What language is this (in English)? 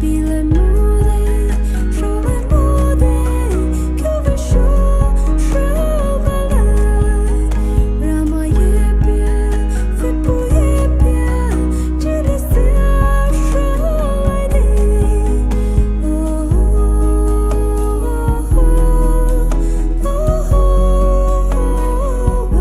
Poumei Naga